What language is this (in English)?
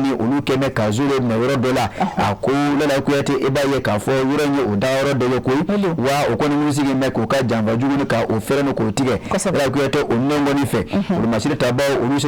Bambara